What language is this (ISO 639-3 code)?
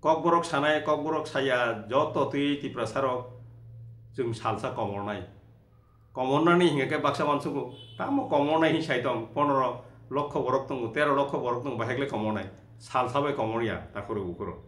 trp